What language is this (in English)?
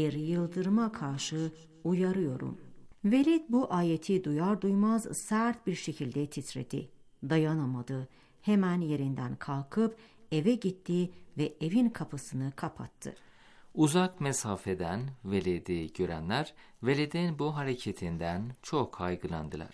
Turkish